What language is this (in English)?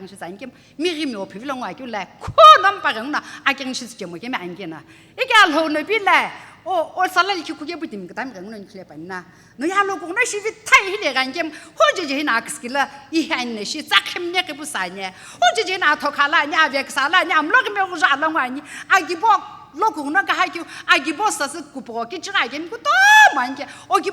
Sumi Naga